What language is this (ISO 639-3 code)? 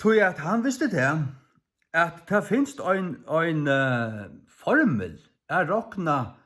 fao